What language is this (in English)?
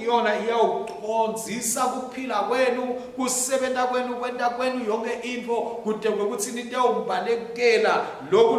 Swati